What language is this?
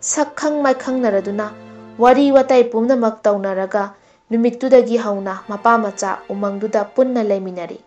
Manipuri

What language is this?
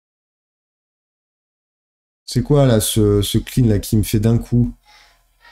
French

